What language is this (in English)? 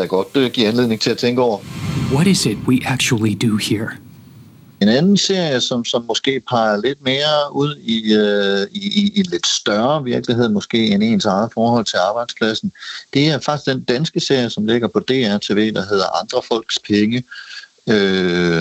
Danish